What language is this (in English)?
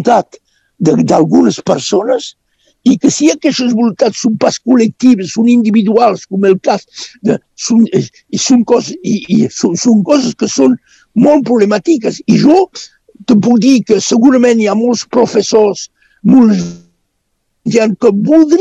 Catalan